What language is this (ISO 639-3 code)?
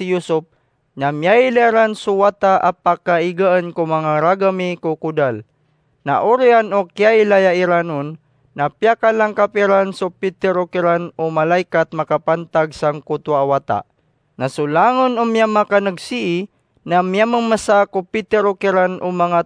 mrw